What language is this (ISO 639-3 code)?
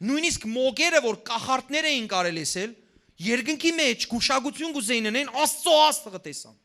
hyw